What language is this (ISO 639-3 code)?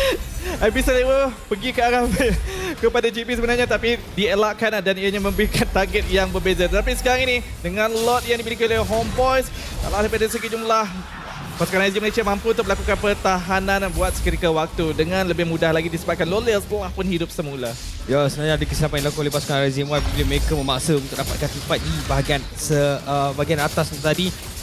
msa